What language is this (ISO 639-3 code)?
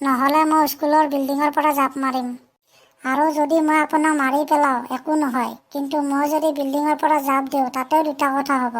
asm